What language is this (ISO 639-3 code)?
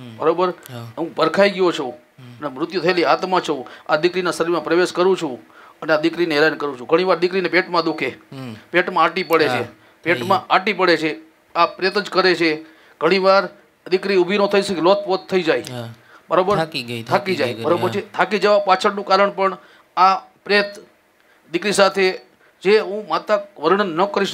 guj